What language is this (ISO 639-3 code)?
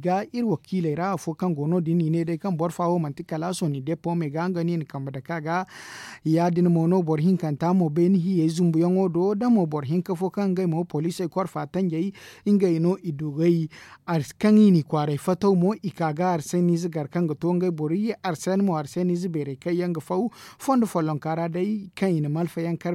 dje